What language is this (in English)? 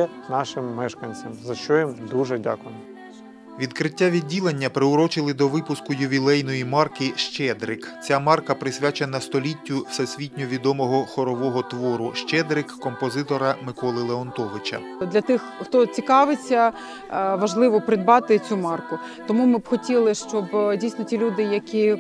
Ukrainian